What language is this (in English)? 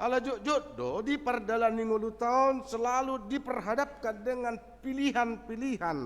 Batak Toba